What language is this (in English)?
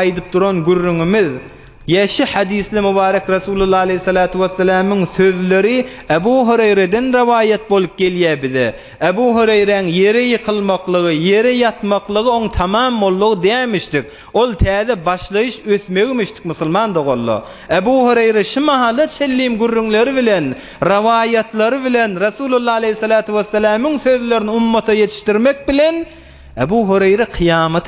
Turkmen